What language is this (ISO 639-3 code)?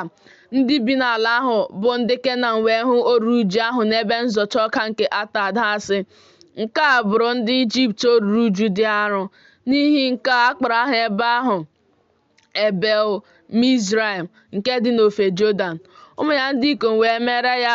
ibo